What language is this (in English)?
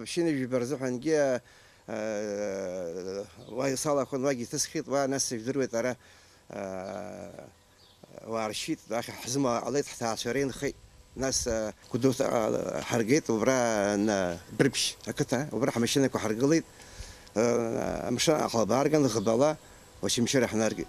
Abkhazian